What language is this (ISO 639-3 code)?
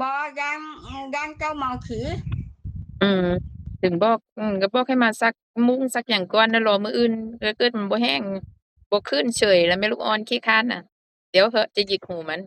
tts